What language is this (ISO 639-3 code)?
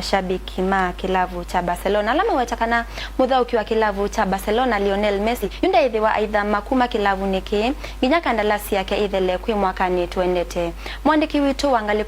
kam